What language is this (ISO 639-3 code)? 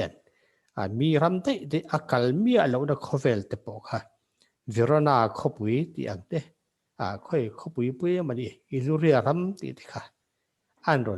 lus